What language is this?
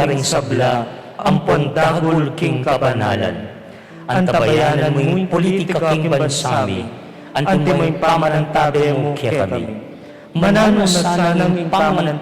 Pampanga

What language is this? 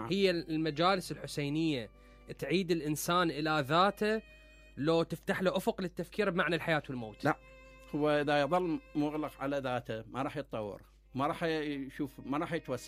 Mesopotamian Arabic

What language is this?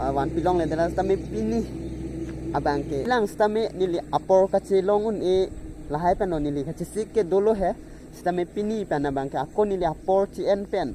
Karbi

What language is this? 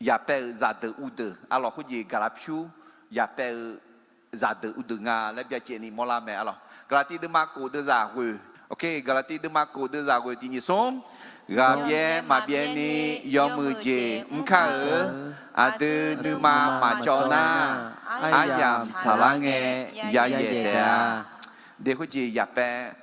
Akha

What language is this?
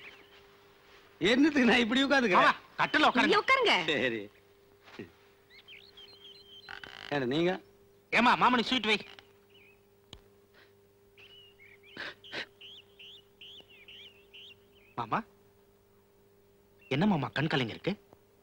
Tamil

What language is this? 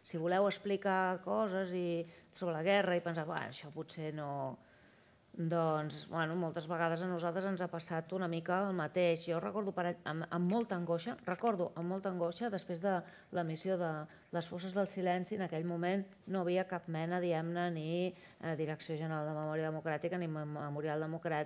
Catalan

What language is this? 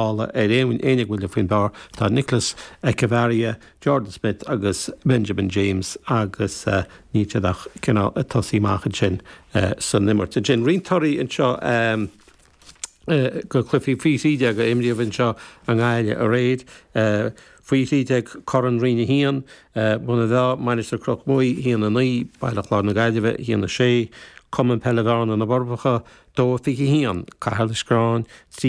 Irish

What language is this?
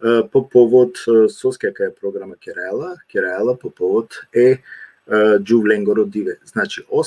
Balkan Romani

